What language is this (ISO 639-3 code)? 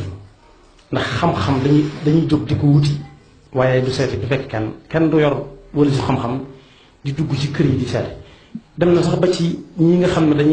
wol